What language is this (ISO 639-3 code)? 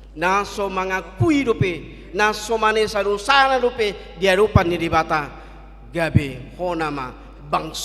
bbc